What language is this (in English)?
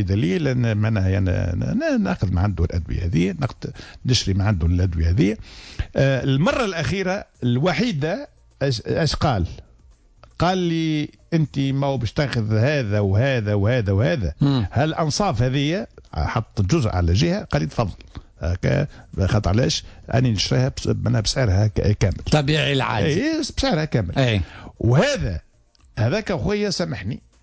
Tunisian Arabic